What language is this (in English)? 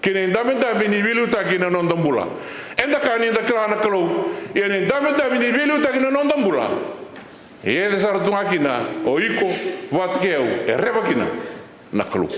Fijian